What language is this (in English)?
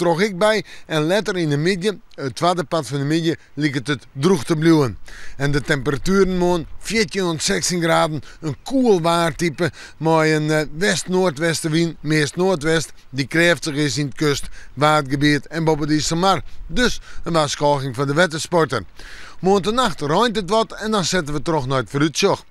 Western Frisian